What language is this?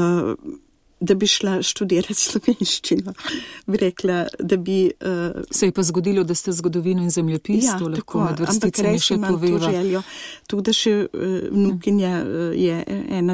Slovenian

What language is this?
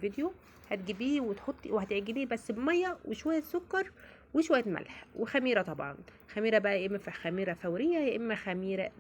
Egyptian Arabic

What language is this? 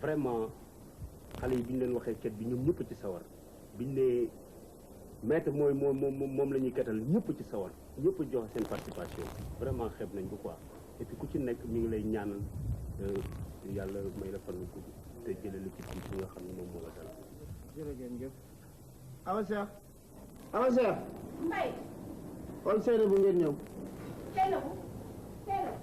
Wolof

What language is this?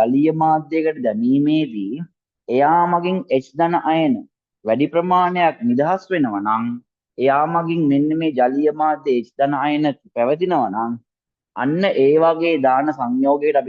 Sinhala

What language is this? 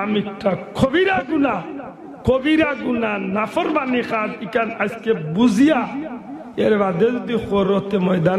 Sylheti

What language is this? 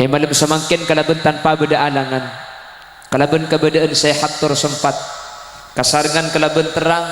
Madurese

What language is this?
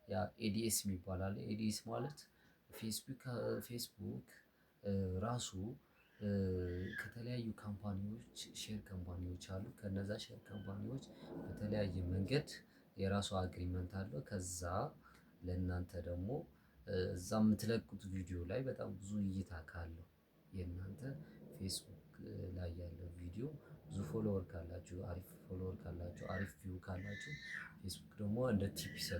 Amharic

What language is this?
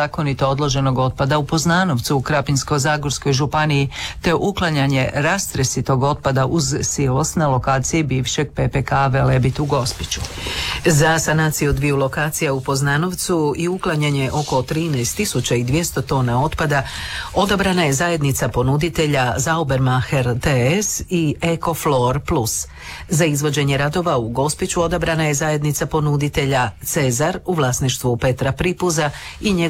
Croatian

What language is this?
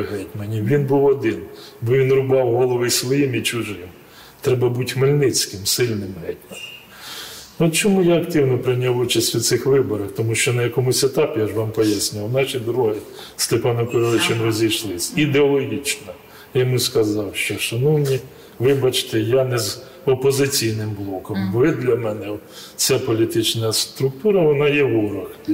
Ukrainian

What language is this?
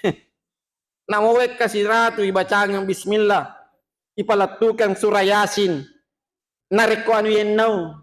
Buginese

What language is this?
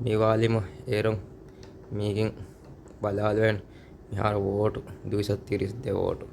Divehi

